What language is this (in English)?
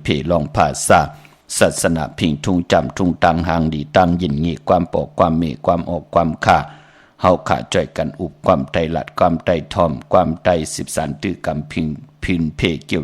Shan